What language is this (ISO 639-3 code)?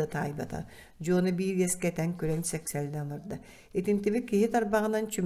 sah